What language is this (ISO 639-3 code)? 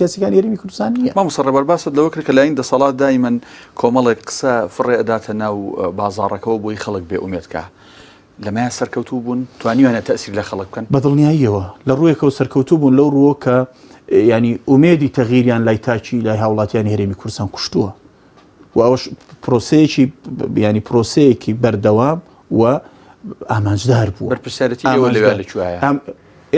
ckb